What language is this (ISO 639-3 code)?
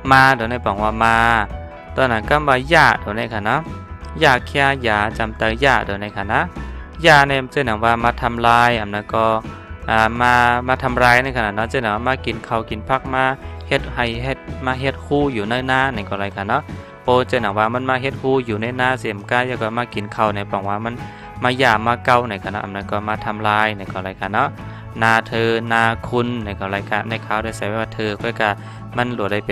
shn